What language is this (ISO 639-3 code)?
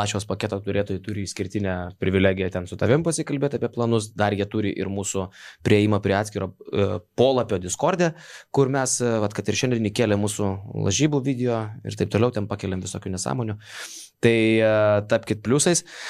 lit